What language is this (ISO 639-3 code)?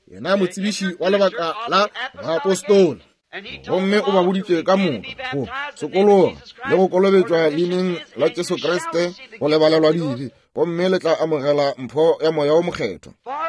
nso